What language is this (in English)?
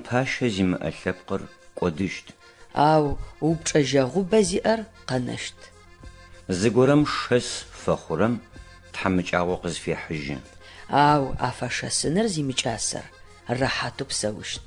Adyghe